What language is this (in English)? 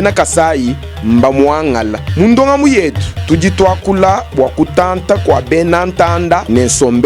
Luba-Lulua